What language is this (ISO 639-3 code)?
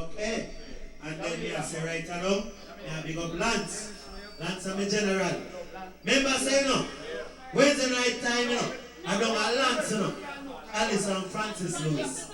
jam